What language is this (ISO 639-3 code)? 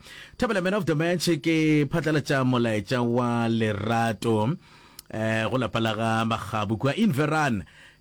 nso